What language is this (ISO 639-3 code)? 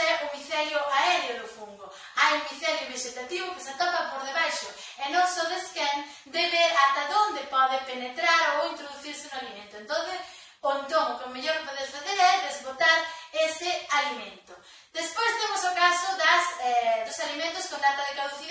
glg